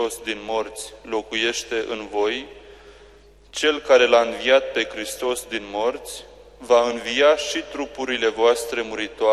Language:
Romanian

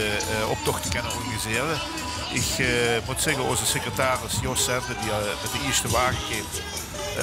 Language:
Limburgish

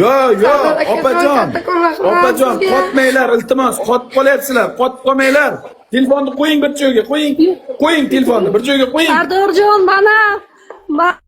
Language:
Uzbek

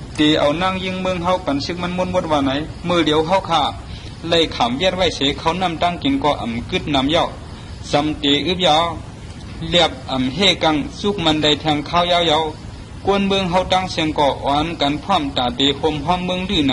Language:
Shan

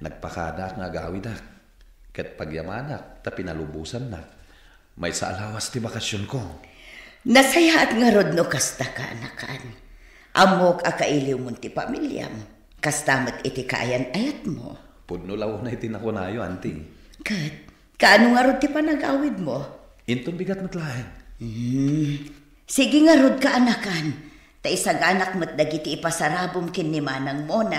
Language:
Iloko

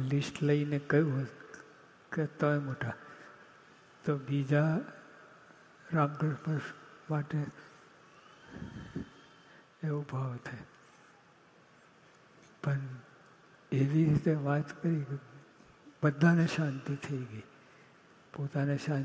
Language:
Gujarati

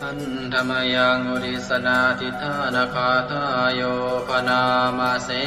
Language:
Pali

